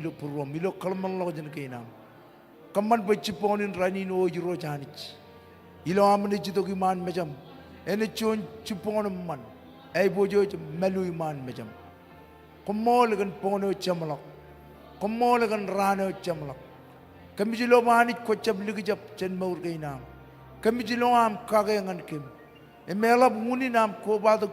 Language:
Marshallese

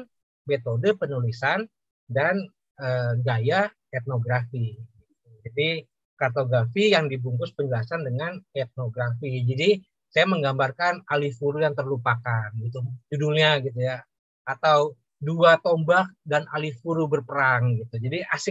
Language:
Indonesian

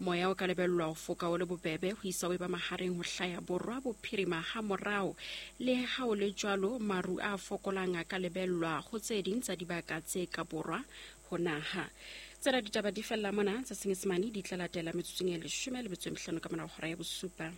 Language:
Southern Sotho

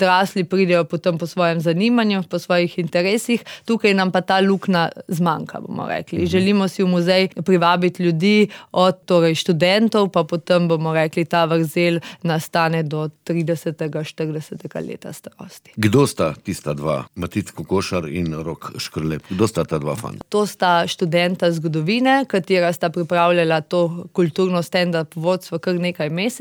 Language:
Slovenian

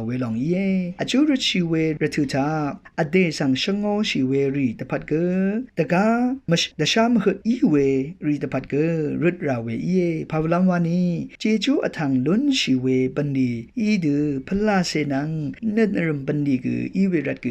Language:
Rawang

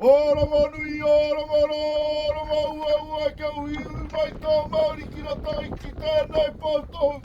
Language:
Māori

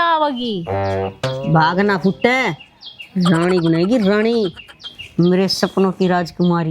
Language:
Haryanvi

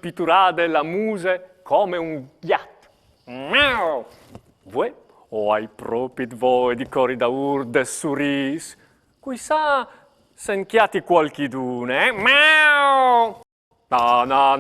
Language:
Friulian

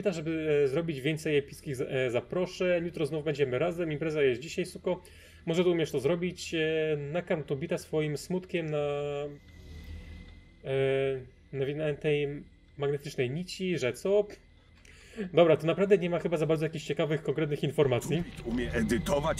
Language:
Polish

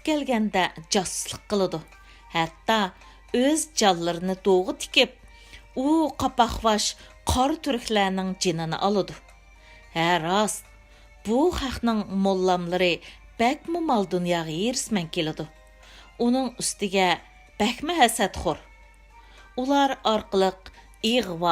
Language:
Uyghur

